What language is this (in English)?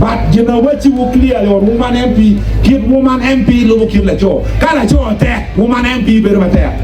Acoli